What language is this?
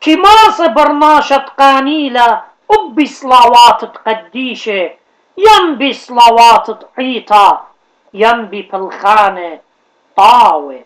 Assyrian Neo-Aramaic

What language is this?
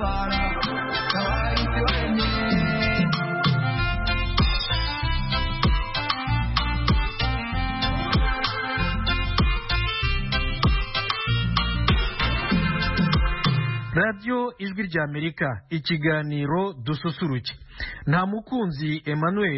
Kinyarwanda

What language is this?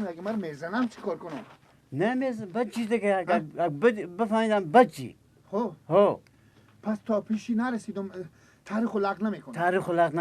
Persian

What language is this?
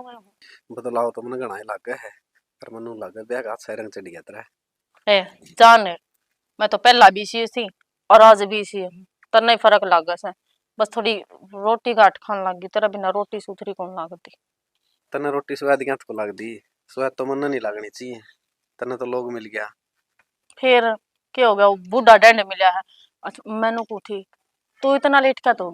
Haryanvi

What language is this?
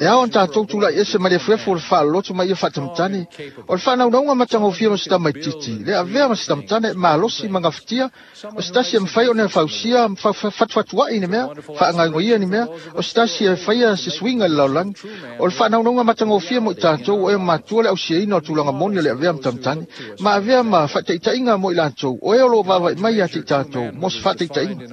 Samoan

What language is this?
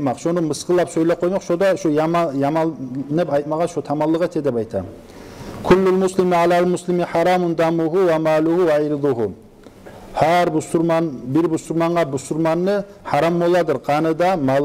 Kumyk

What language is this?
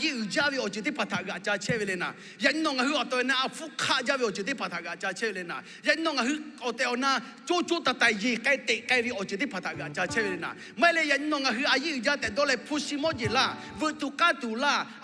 Lahu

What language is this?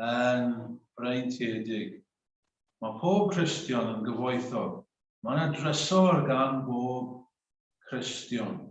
Welsh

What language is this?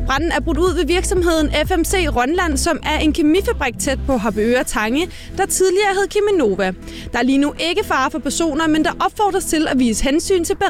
Danish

